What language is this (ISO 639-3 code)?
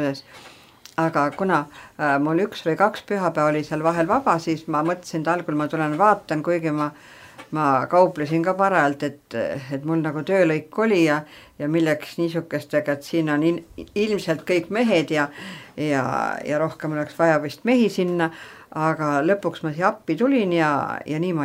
est